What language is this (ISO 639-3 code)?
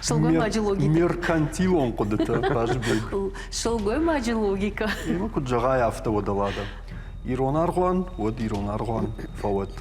oss